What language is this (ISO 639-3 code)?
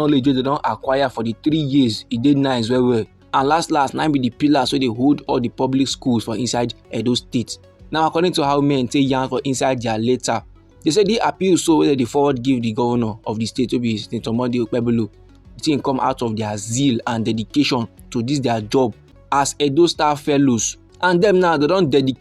pcm